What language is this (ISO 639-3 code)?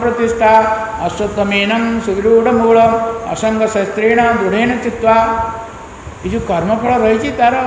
ori